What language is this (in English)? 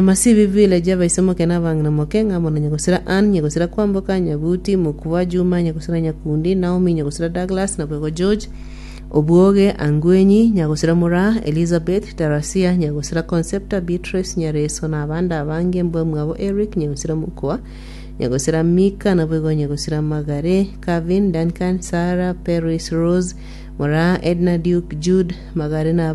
Gusii